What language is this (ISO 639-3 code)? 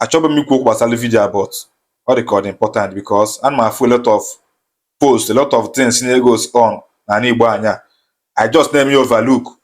ibo